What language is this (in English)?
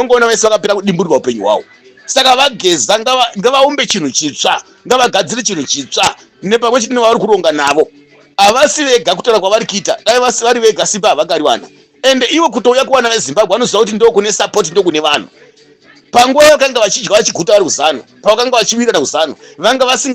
Shona